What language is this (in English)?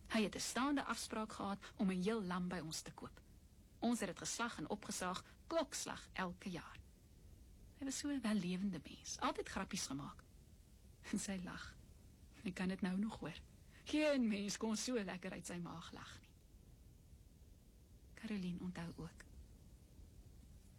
Afrikaans